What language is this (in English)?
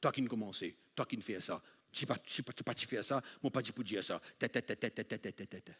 Morisyen